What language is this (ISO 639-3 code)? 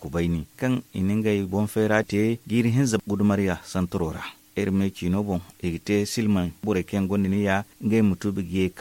dje